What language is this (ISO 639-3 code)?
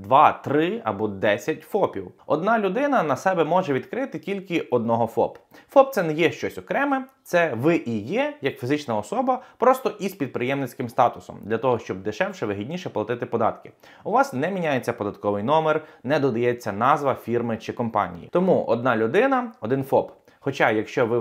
ukr